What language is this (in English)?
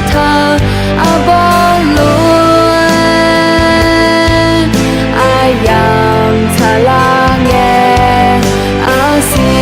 Akha